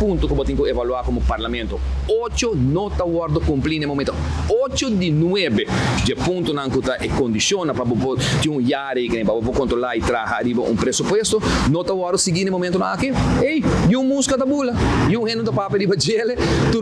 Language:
Papiamento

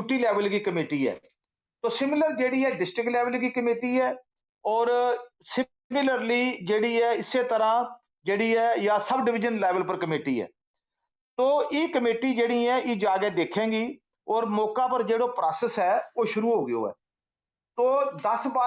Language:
Gujari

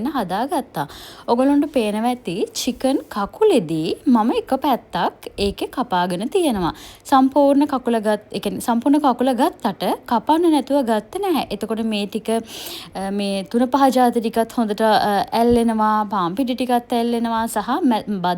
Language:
Sinhala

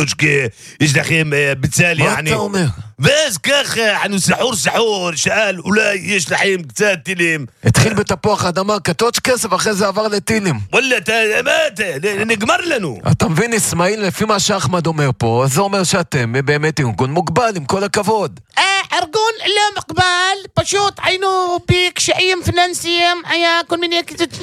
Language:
Hebrew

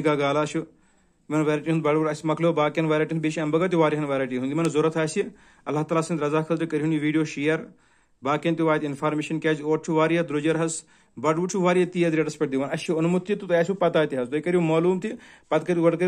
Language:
Kashmiri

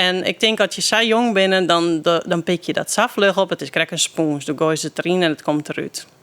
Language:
Western Frisian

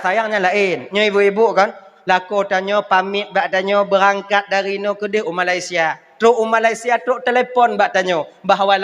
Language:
Achinese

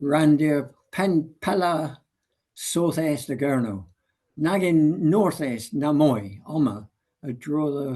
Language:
Cornish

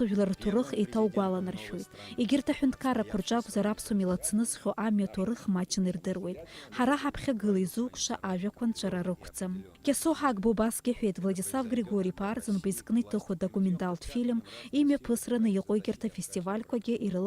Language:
Abkhazian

